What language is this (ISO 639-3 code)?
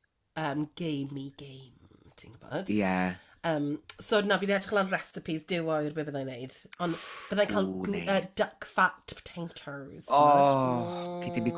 cym